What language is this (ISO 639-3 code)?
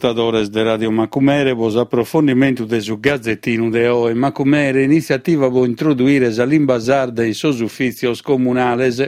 srd